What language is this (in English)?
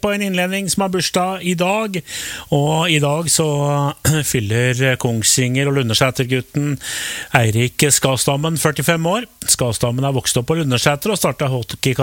Norwegian